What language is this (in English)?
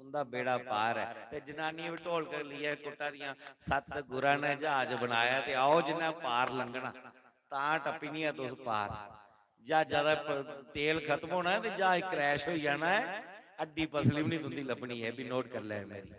Dogri